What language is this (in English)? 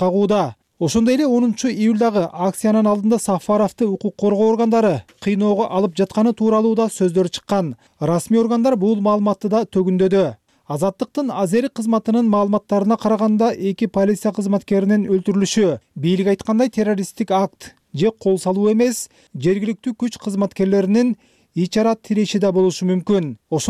Kyrgyz